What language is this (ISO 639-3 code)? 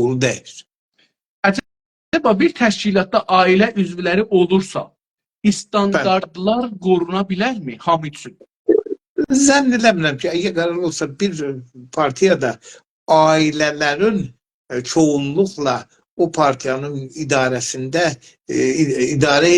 azb